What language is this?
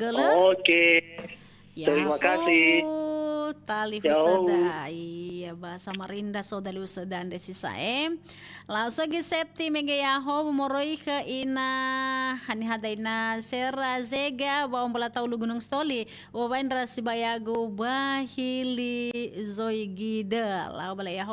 Nias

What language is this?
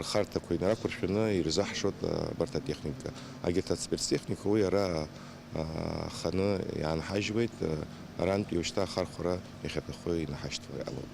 Abkhazian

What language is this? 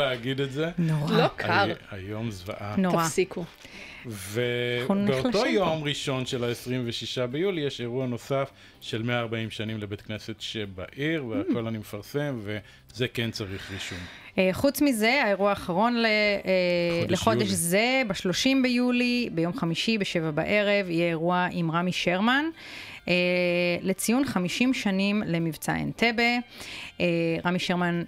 Hebrew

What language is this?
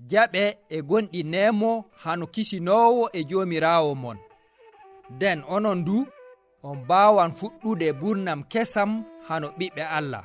Nigerian Fulfulde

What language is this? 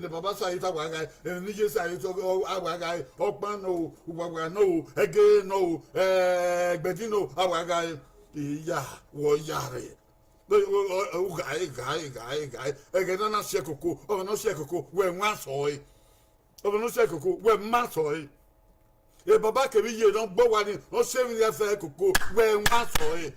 Bini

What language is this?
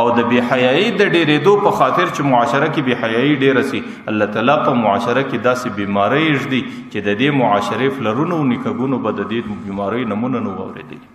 Pashto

